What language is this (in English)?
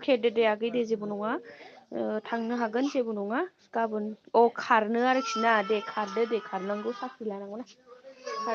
Bodo